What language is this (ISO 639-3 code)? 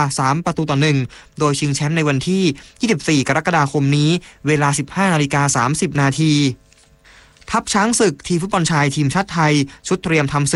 tha